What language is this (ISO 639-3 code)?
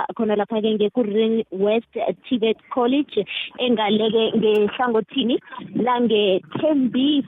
nbl